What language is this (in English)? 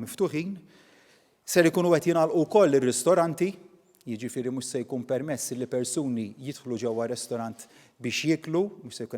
Maltese